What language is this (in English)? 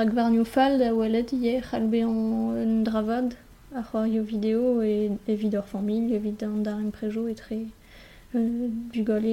Breton